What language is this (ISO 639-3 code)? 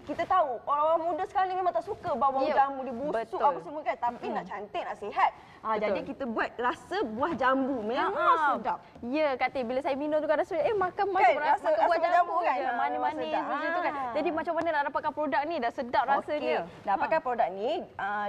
msa